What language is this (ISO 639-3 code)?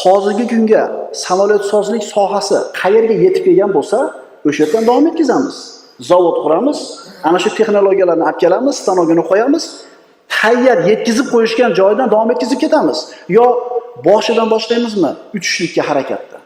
uzb